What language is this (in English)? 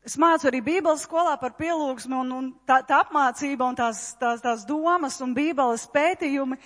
Latvian